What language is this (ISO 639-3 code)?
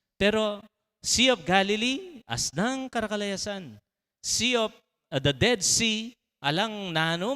pam